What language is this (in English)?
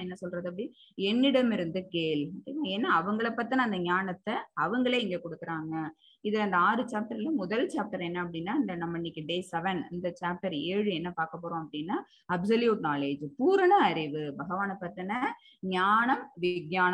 Tamil